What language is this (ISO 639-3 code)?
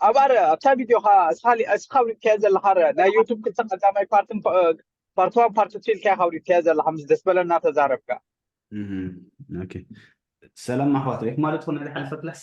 tir